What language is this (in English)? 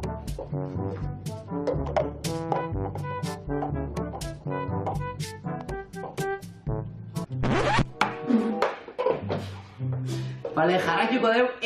Basque